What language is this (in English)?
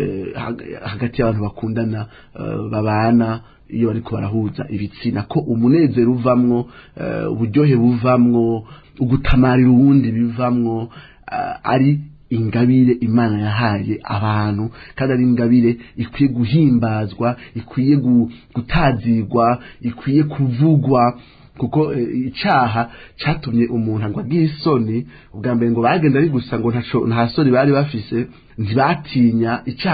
Rundi